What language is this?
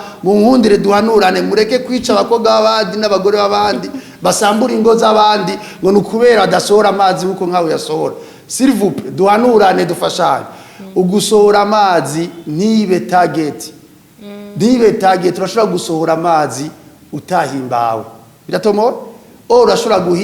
Rundi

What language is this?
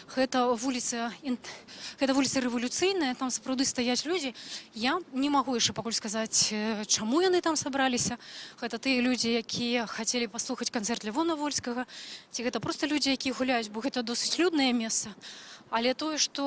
Belarusian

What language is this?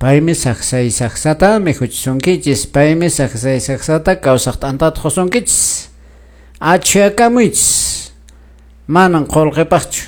Quechua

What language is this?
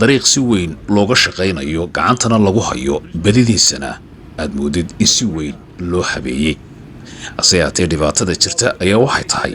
Somali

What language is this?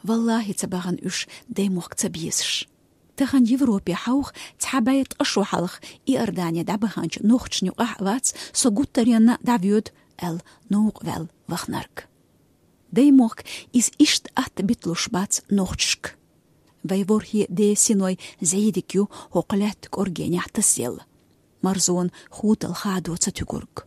Chechen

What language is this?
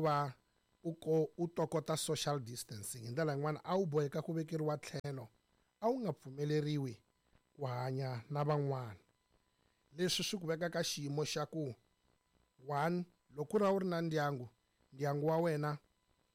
Tsonga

